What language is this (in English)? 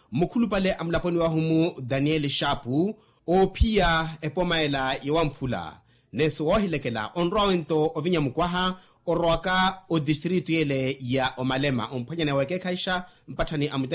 Makhuwa